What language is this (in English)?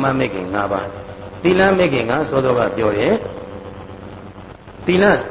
Burmese